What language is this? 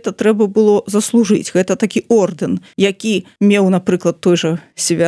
Belarusian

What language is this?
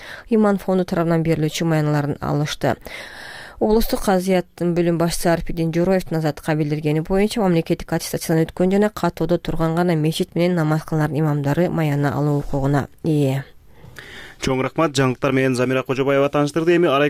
Kyrgyz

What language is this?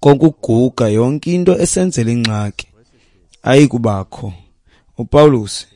Xhosa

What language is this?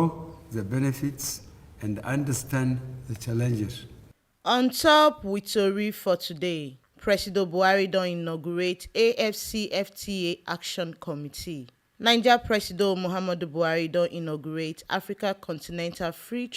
Nigerian Pidgin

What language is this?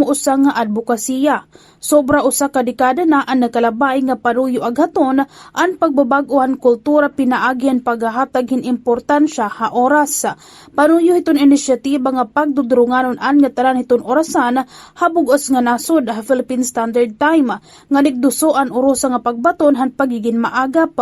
Waray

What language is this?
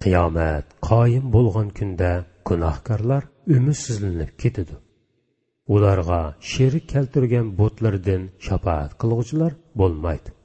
Uyghur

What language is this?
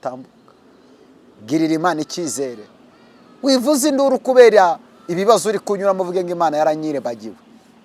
Kinyarwanda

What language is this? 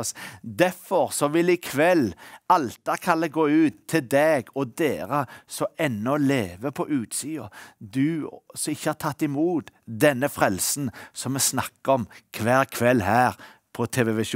Norwegian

